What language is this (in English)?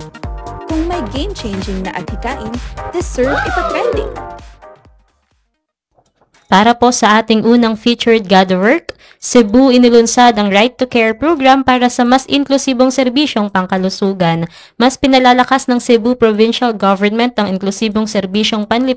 Filipino